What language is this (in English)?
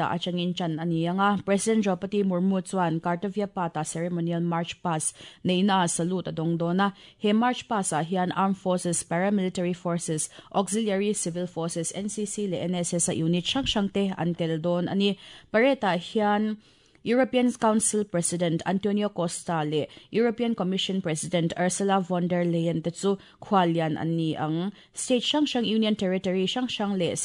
Mizo